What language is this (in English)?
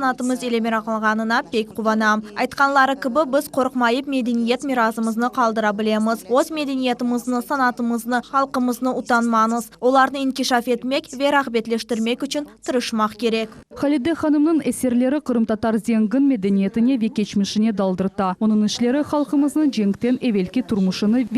Crimean Tatar